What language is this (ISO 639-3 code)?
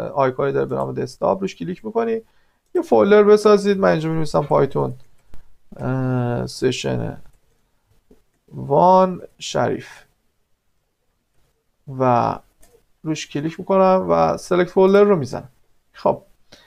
fas